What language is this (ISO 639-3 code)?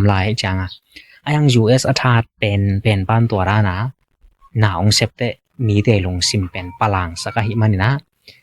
ctd